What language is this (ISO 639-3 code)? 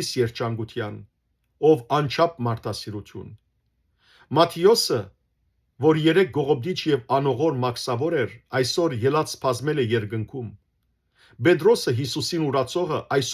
hyw